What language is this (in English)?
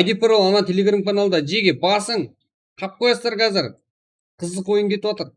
Kara-Kalpak